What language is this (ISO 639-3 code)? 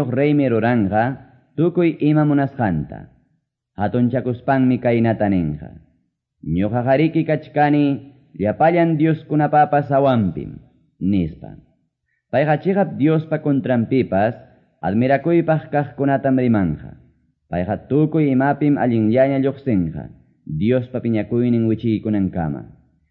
que